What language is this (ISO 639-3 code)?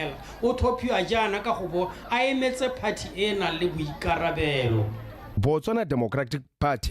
tsn